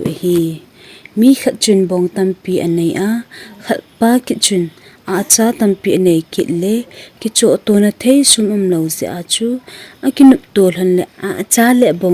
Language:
Thado Chin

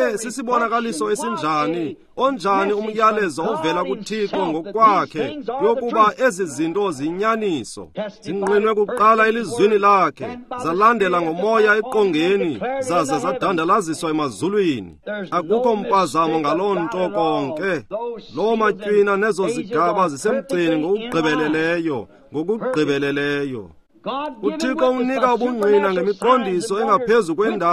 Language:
Xhosa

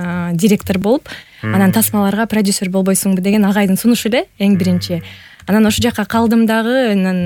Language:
Kyrgyz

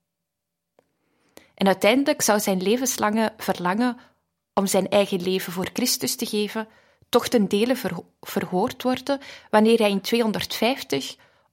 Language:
Dutch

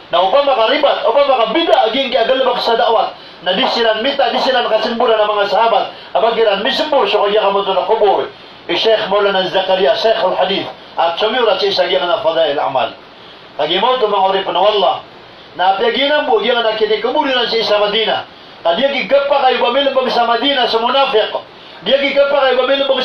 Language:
Maranao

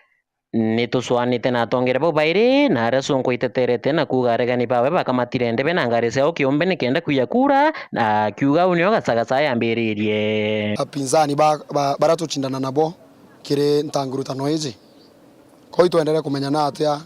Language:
Meru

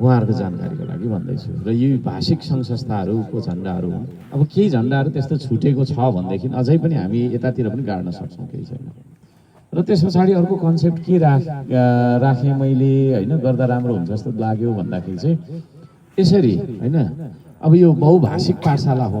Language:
Nepali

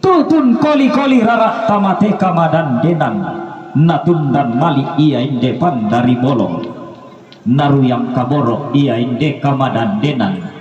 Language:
Toraja-Sa'dan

